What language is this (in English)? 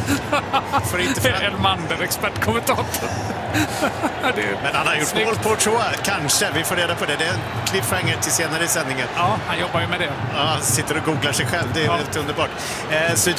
Swedish